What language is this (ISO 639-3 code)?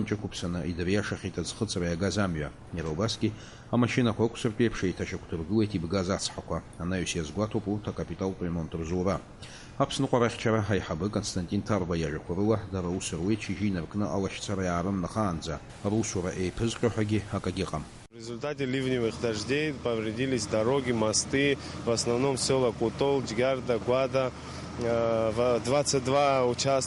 abk